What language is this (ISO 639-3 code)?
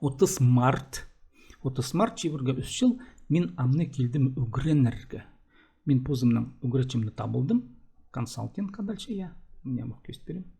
kjh